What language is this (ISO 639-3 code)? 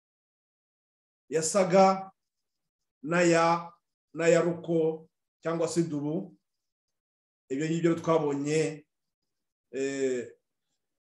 kin